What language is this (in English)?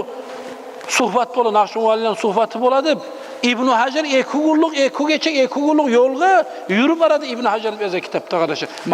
Kumyk